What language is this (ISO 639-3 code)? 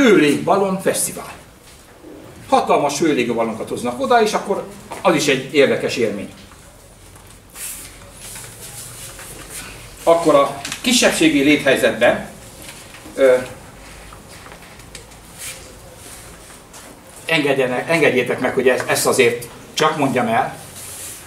hun